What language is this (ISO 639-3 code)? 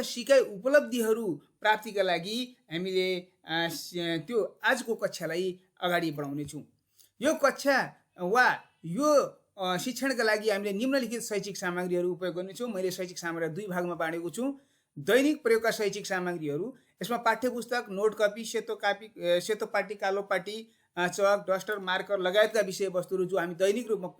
nep